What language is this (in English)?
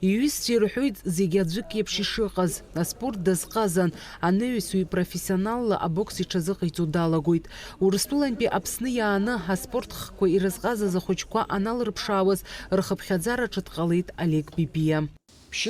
Abkhazian